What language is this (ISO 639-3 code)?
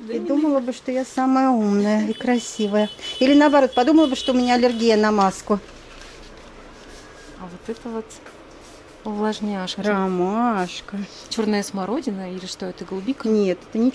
rus